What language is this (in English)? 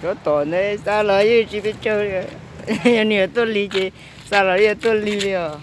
Hmong